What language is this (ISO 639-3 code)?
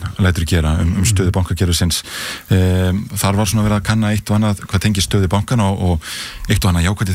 isl